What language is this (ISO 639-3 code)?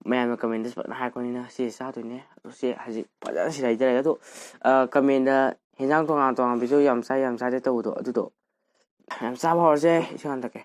mni